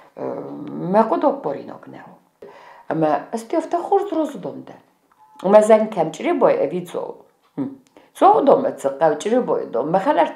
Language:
Ossetic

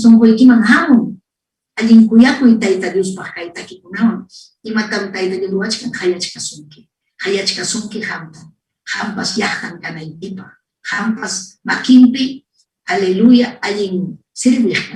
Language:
Ayacucho Quechua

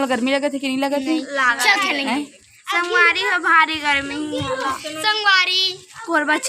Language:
Chhattisgarhi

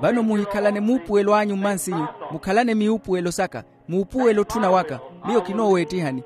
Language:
Makhuwa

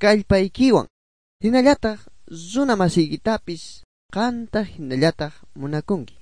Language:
South Bolivian Quechua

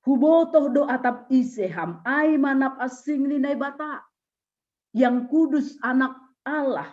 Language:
Batak Simalungun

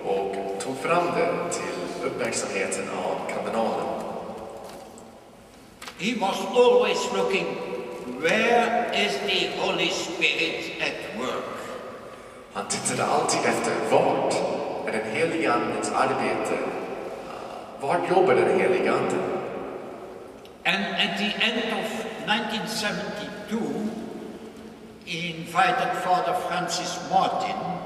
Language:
Swedish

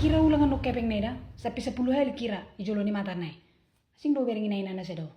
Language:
Batak Toba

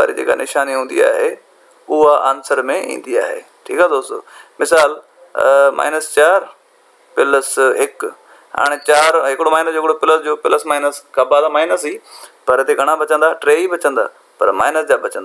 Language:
Sindhi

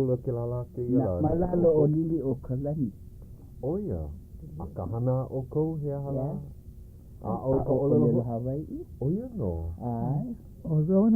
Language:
Hawaiian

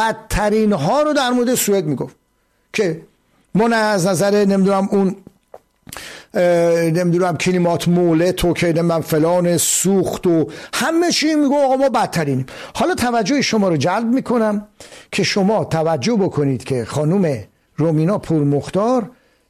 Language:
Persian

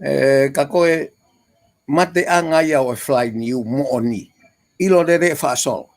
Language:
Tongan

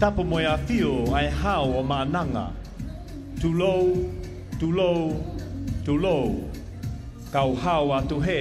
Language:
Tongan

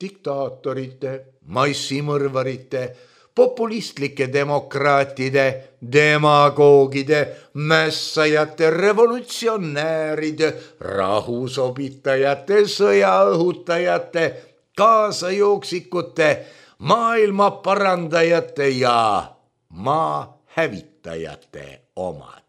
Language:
Estonian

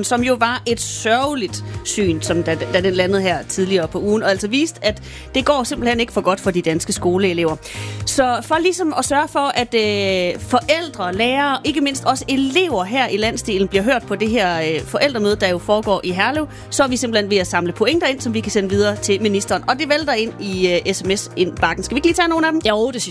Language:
Danish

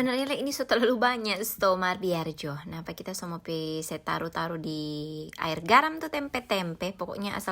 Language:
Manado Malay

